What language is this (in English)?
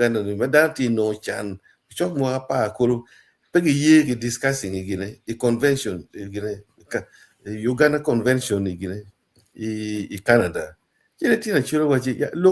Acoli